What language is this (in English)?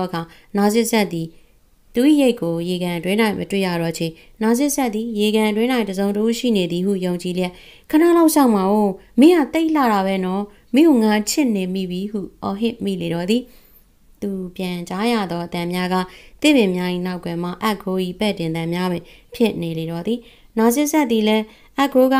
Burmese